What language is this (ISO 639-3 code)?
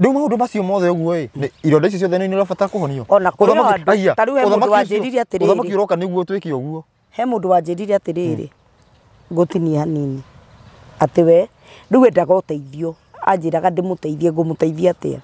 kik